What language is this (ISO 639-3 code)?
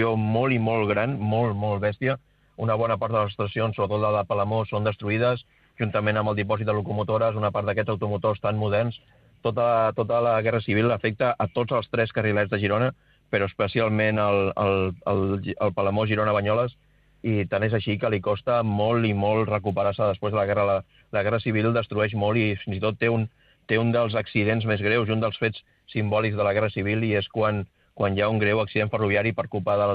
cat